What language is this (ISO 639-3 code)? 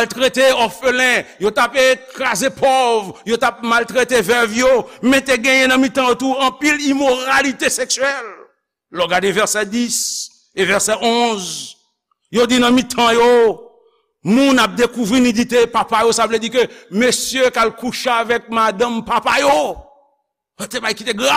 hat